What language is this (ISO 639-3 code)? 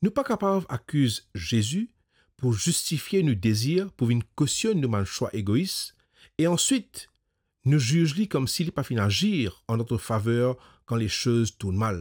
mfe